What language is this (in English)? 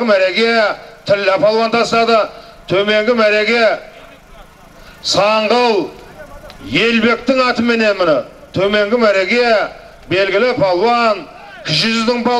Kazakh